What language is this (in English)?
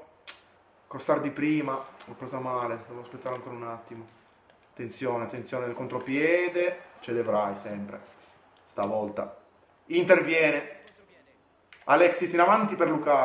Italian